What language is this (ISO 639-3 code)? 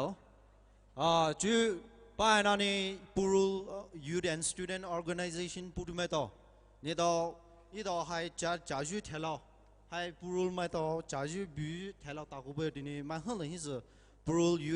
pmx